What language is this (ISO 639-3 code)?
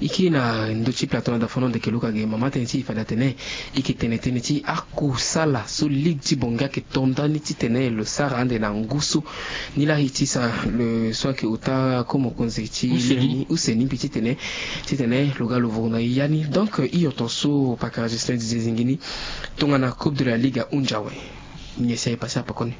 sag